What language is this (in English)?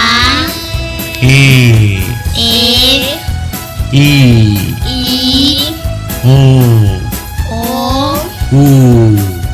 San Blas Kuna